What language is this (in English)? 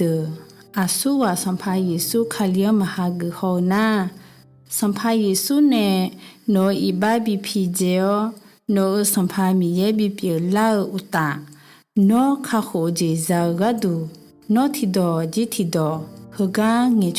Akha